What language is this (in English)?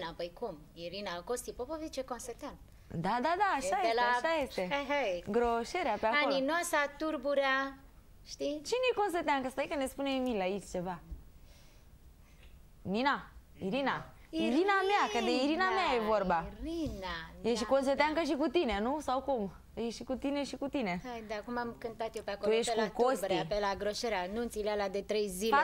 Romanian